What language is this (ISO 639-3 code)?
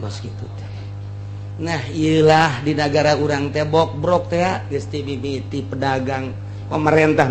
sun